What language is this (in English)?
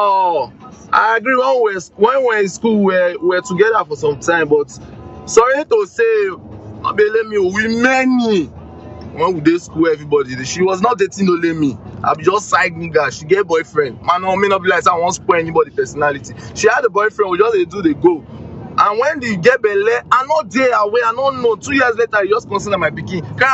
Nigerian Pidgin